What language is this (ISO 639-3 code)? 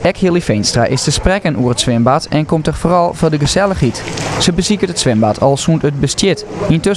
fry